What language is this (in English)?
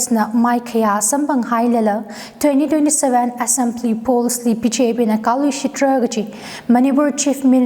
Tangkhul Naga (India)